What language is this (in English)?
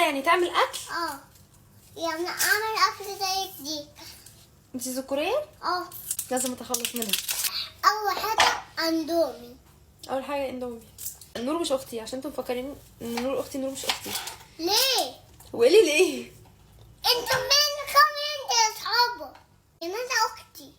Egyptian Arabic